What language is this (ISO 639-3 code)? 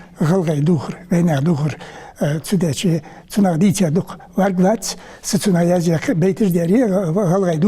inh